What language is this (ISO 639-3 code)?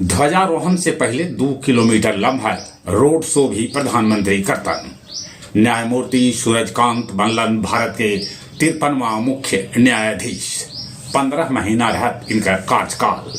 mag